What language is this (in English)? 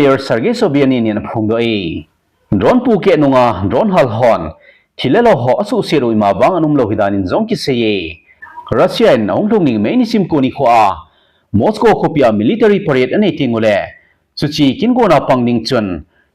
Thado Chin